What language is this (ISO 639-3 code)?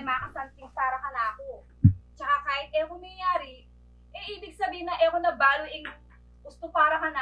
pam